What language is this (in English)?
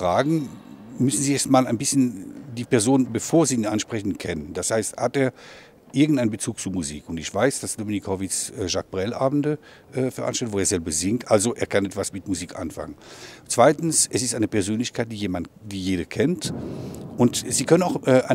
German